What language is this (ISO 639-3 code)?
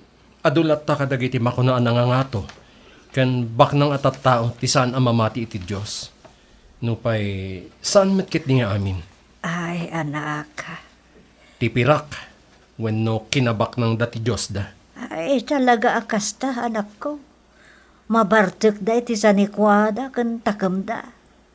ilo